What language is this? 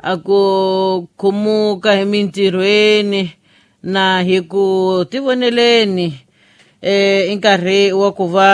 Tsonga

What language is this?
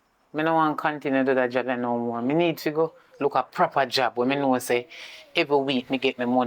Jamaican Creole English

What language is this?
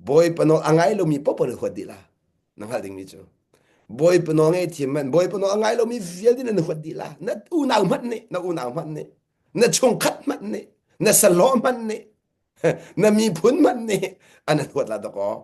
Hakha Chin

